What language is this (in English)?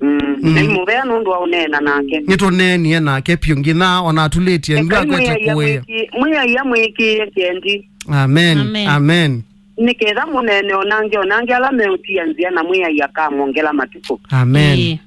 Kamba